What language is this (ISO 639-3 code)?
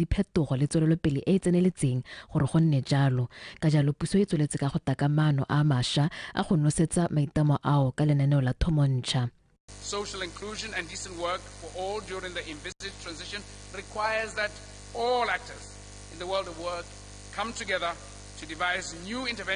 tsn